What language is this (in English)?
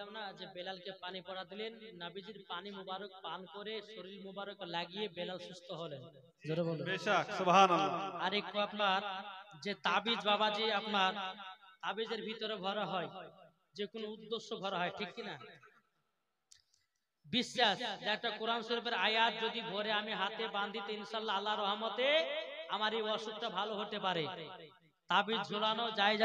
Bangla